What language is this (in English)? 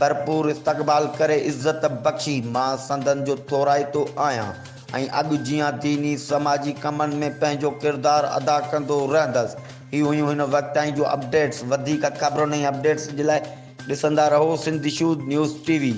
Sindhi